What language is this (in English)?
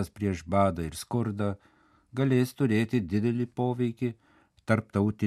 Lithuanian